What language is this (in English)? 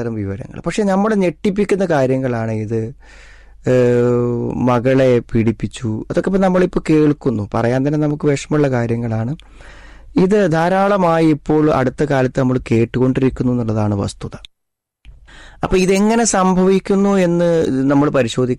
Malayalam